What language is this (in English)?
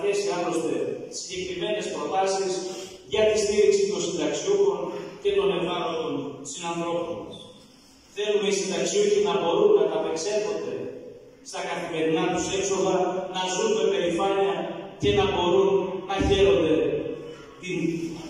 Greek